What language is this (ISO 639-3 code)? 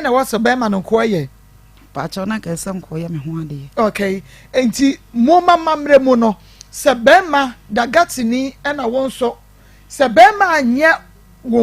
aka